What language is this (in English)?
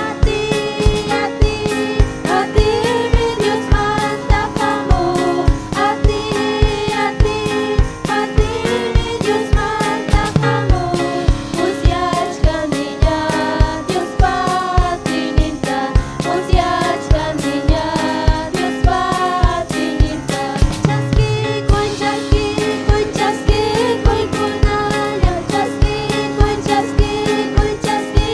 Ayacucho Quechua